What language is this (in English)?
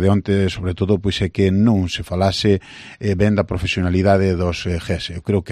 Galician